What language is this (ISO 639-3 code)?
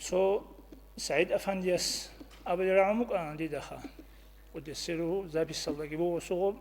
ava